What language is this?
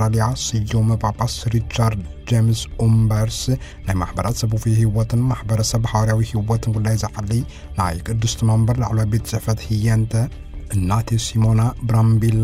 Tigrinya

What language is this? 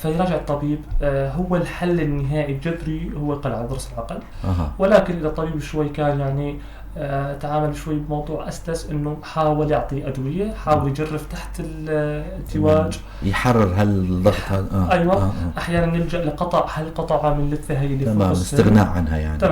North Levantine Arabic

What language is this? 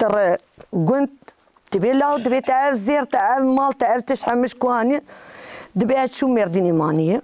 Kurdish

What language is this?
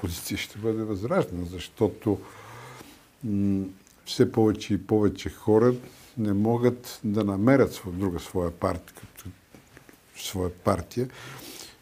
Bulgarian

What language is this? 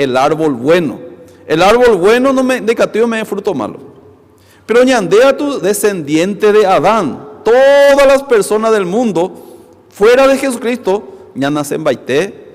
Guarani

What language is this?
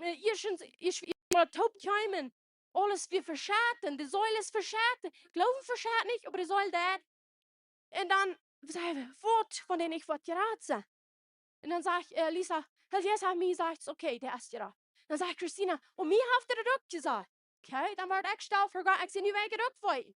Plautdietsch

